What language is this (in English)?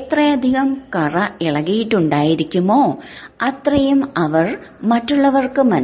Malayalam